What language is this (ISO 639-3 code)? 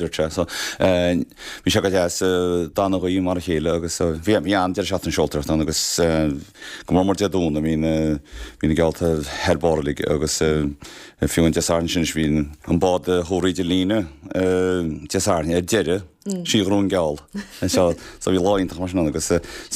gle